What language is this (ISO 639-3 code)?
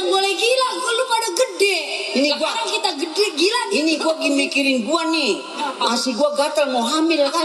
bew